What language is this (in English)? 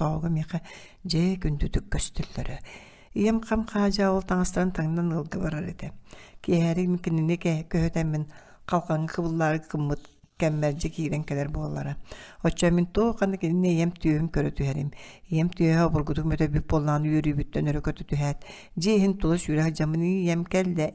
Yakut